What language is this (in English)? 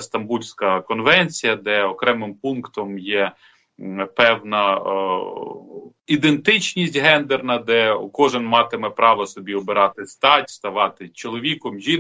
Ukrainian